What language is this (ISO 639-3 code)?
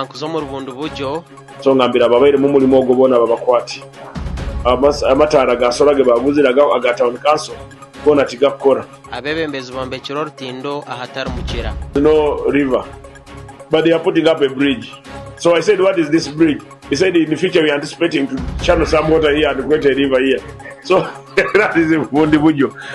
nyn